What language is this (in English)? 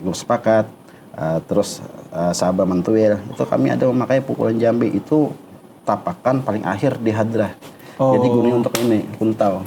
Banjar